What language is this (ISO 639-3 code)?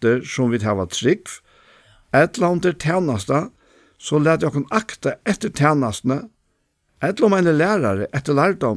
fao